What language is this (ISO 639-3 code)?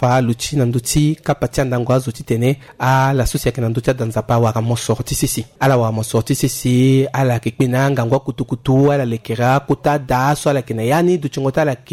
sag